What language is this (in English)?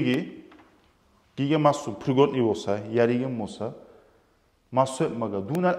Kumyk